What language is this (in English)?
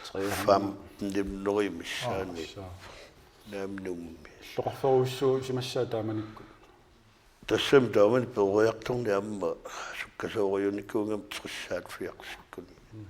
Kalaallisut